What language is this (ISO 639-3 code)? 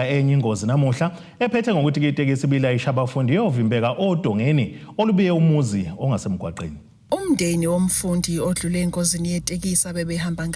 zul